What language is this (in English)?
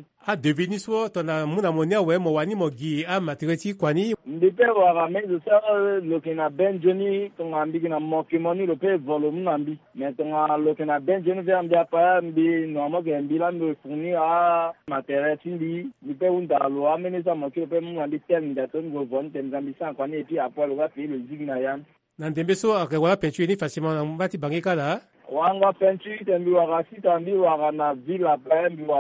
Sango